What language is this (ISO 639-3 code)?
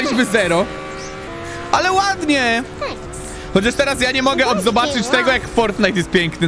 pol